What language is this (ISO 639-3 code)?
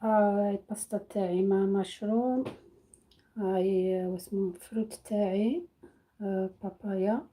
arq